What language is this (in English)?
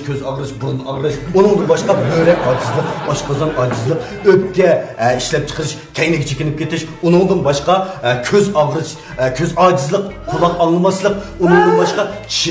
Uyghur